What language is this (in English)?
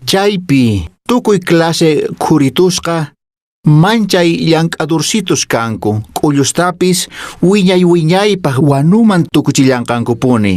Quechua